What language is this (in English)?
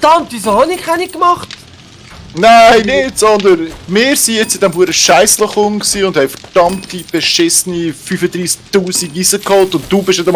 Swiss German